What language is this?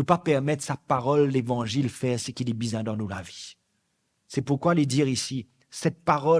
Morisyen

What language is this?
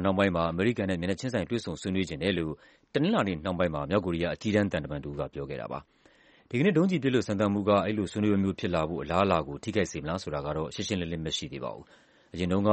Burmese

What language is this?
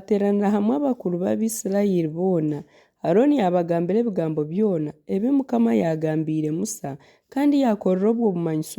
Nyankole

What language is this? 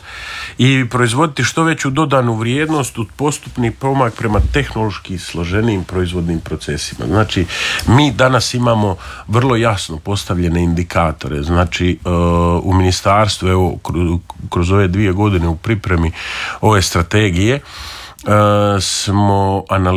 Croatian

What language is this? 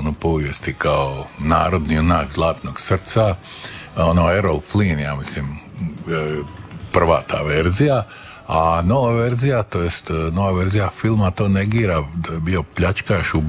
Croatian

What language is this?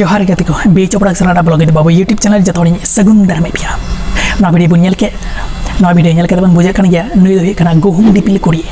Santali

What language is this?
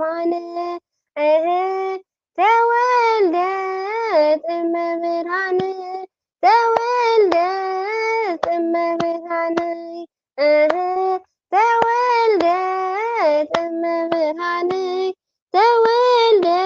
Tigrinya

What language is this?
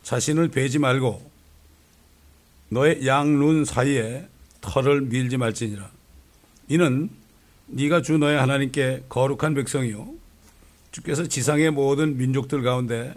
Korean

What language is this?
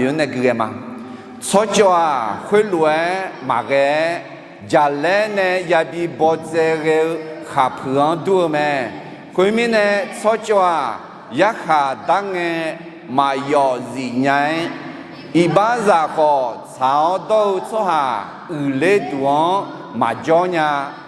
Akha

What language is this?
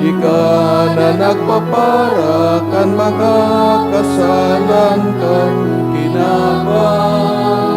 Bikol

